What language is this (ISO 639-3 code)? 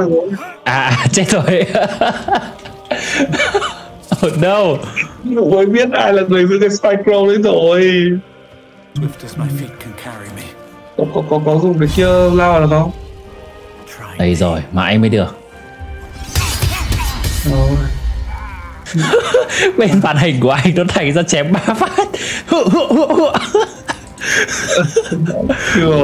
vie